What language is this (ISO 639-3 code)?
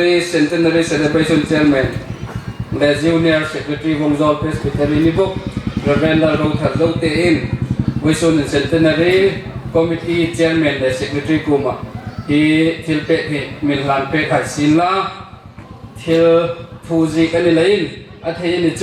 hmr